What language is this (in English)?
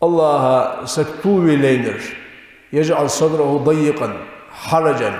Ingush